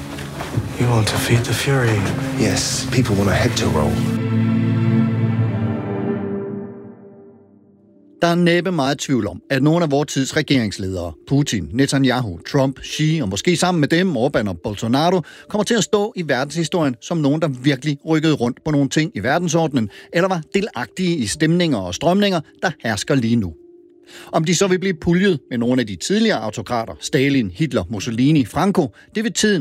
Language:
Danish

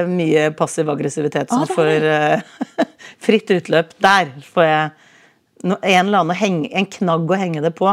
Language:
Norwegian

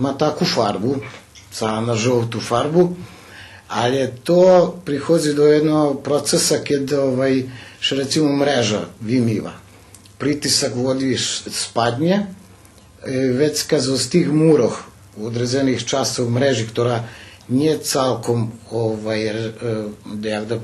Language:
Rusyn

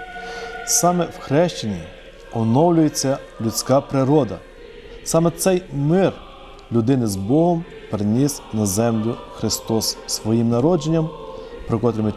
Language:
Ukrainian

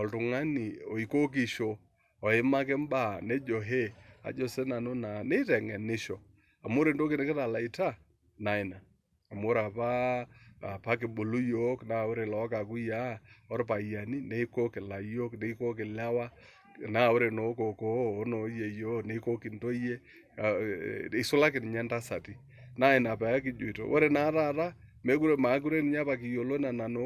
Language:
Masai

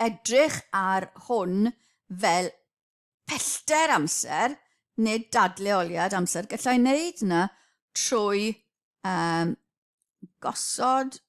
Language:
Welsh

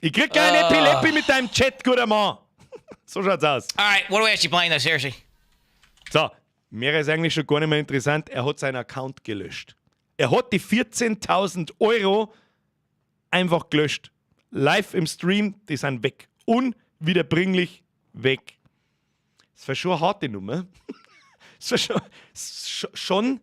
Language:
Bavarian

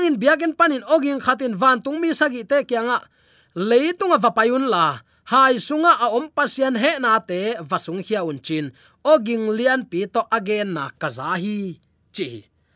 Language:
Tedim Chin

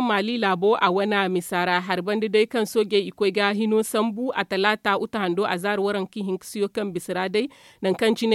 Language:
Zarma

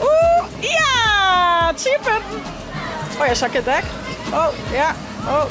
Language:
Western Frisian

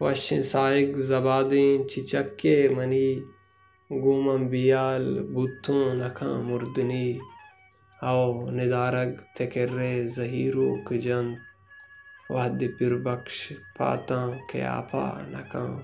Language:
Baluchi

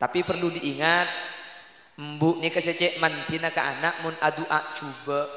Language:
Madurese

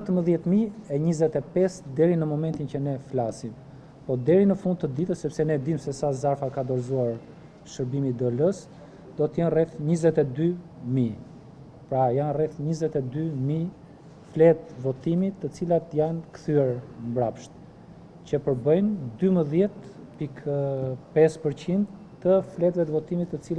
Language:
Albanian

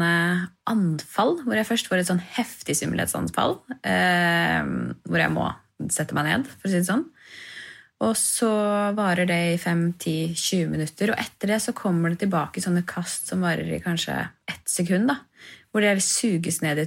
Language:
Norwegian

